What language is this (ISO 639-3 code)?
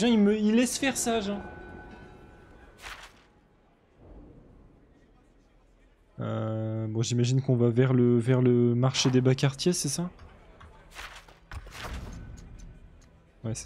fra